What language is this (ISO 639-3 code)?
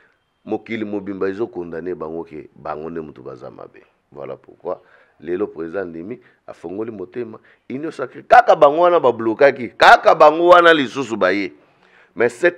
lin